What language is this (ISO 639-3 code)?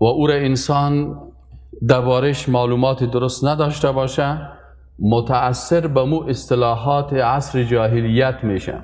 fas